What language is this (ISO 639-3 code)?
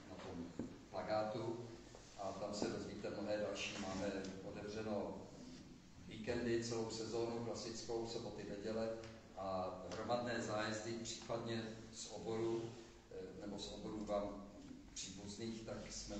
ces